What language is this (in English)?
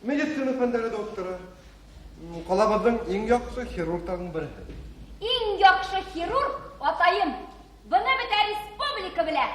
Bashkir